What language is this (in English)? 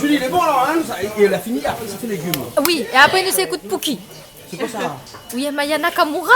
Réunion Creole French